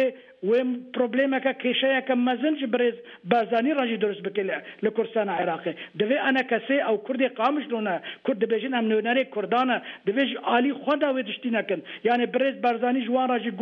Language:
Kurdish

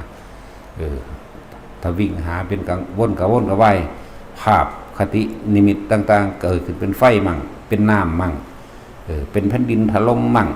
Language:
Northeastern Thai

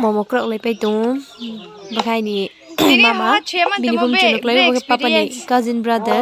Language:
Riang (India)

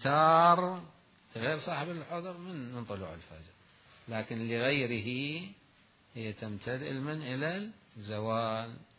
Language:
Mesopotamian Arabic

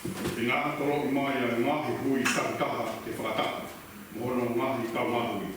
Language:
Tongan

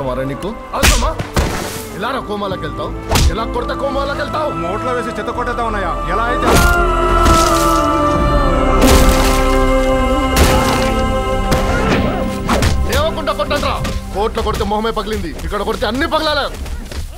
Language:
Telugu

